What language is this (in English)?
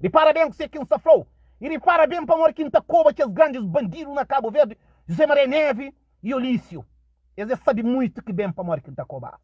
Kabuverdianu